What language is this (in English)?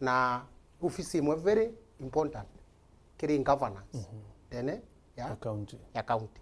Meru